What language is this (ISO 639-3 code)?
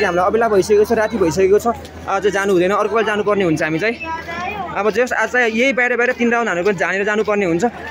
nep